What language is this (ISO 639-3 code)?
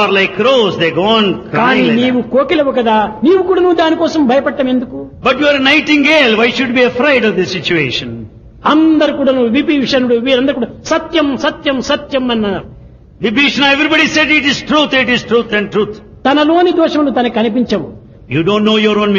tel